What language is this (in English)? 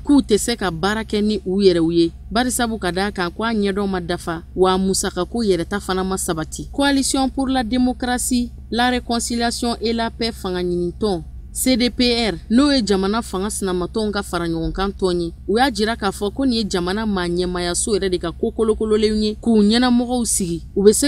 Bambara